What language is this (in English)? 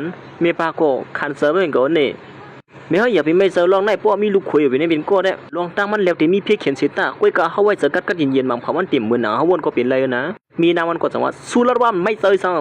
Shan